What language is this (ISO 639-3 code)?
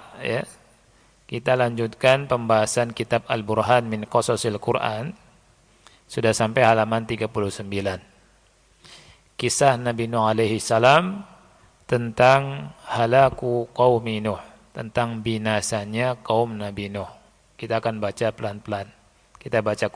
ind